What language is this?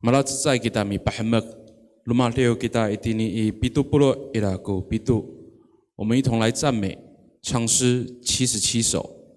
Amis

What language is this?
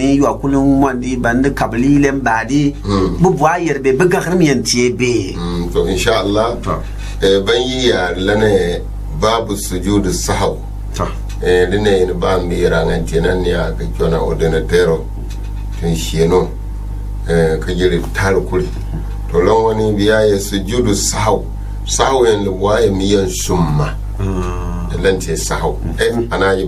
Gourmanchéma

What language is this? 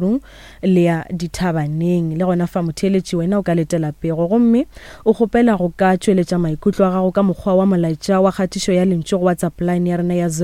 Northern Sotho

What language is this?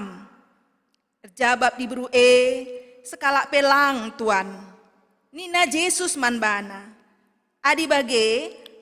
Batak Karo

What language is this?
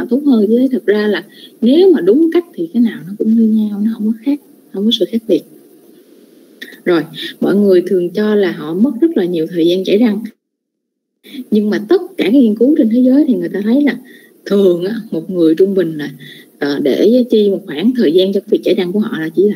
Vietnamese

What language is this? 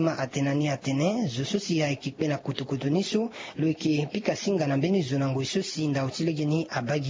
Sango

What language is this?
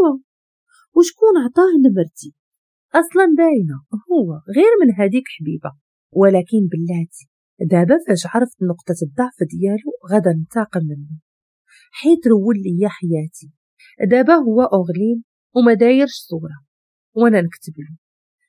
Moroccan Arabic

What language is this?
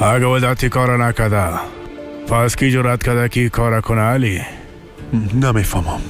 Persian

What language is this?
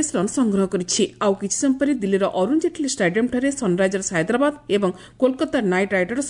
Odia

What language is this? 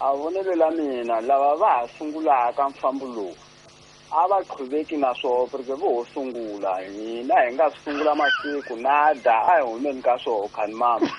Tsonga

